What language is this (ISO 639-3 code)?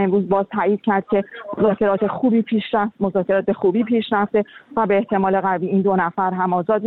fas